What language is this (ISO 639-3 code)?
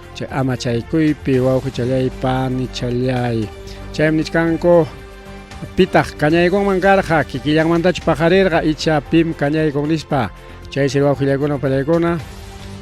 quy